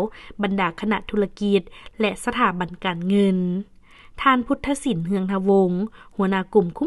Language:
Lao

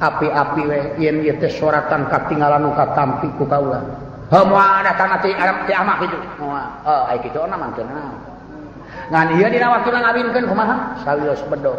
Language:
Sundanese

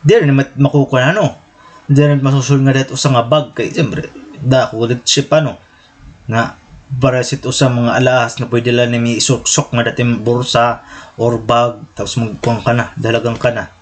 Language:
Waray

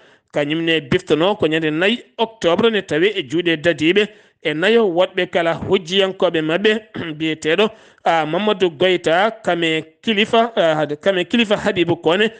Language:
Fula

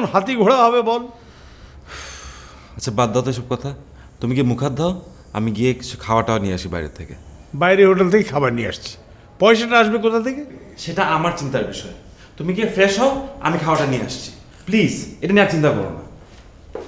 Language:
Bangla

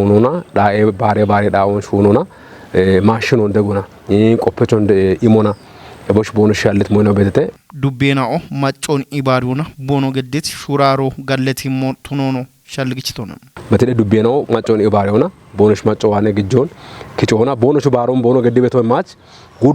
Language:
Kafa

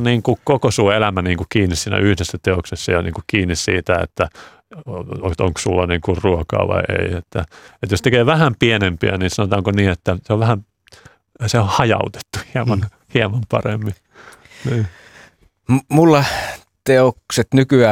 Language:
Finnish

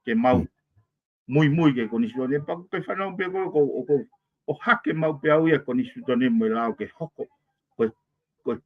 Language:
Tongan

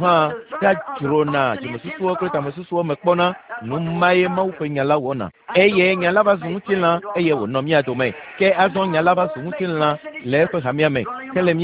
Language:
Ewe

